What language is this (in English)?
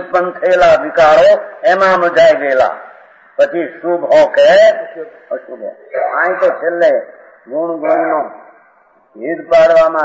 Gujarati